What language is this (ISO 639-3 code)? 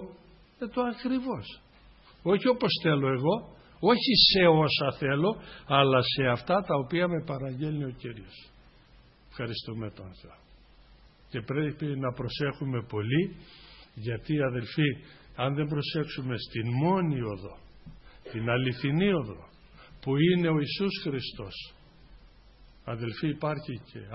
ell